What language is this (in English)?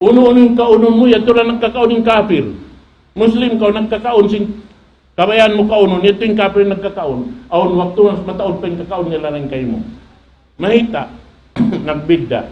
Tausug